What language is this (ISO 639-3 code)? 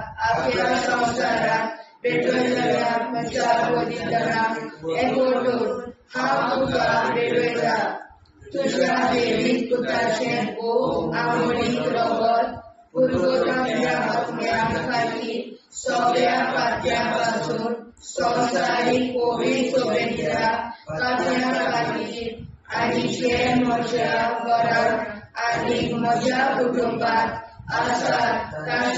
kok